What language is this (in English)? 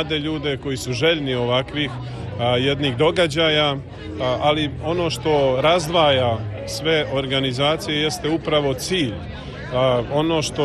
Serbian